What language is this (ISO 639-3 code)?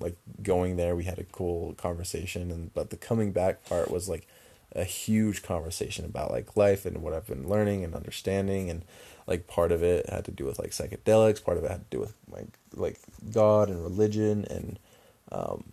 eng